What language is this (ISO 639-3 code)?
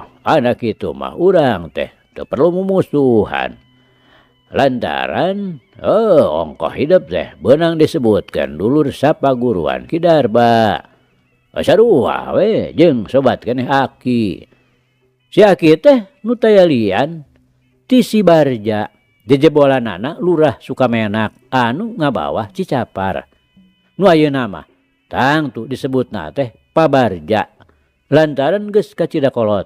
sun